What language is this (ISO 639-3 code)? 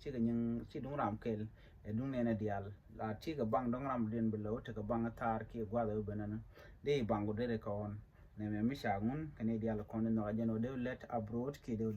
nus